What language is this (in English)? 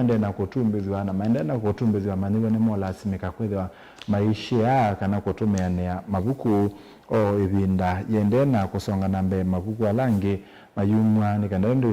Kamba